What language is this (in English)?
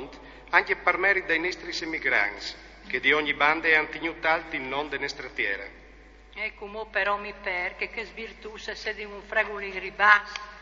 Friulian